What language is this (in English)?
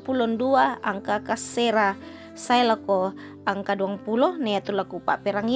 Toraja-Sa'dan